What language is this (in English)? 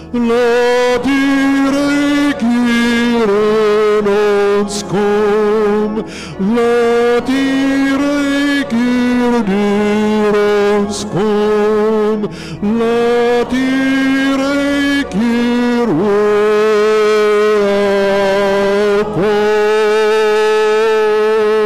Afrikaans